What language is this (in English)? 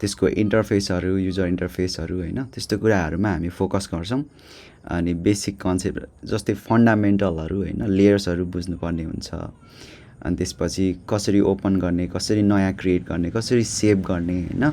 Nepali